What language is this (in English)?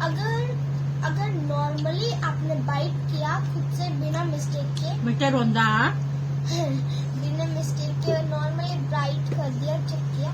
Manipuri